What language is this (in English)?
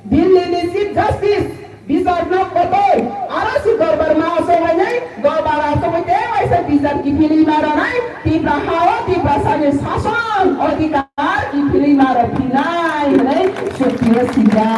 Kok Borok